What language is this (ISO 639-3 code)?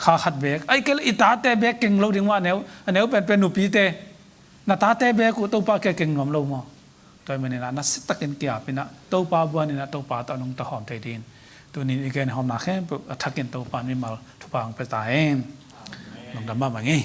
ctd